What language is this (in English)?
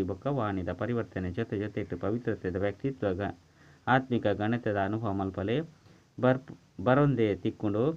Tulu